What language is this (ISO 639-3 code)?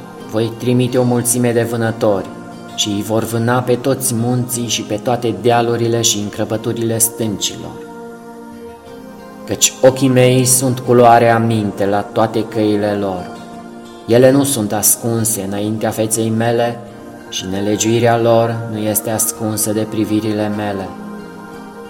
ron